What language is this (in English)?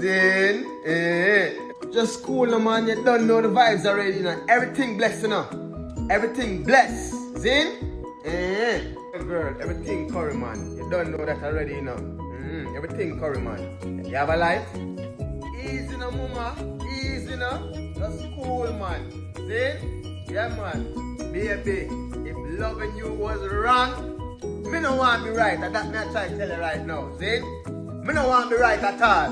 Jamaican Creole English